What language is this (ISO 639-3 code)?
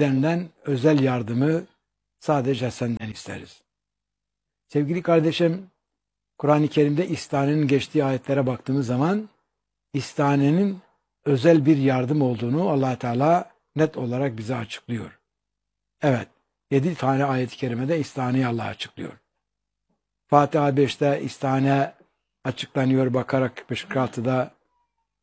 tur